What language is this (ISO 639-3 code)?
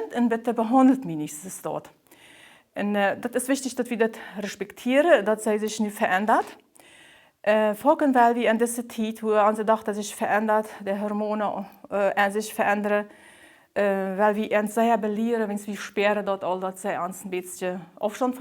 pdt